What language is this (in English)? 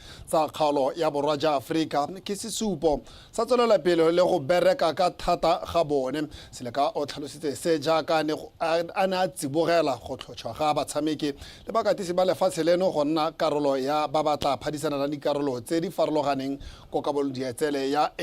Tswana